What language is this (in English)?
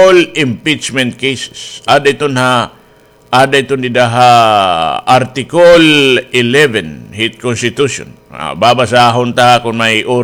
Waray